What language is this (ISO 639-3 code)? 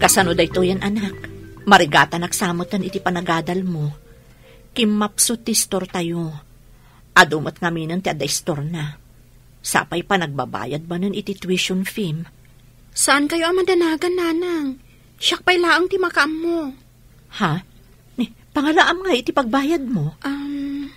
ilo